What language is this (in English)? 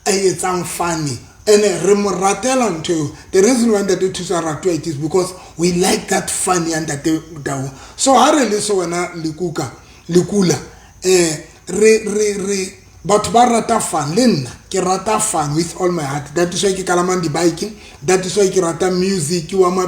Southern Sotho